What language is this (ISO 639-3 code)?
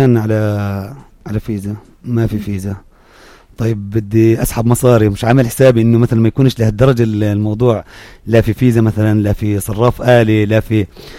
apc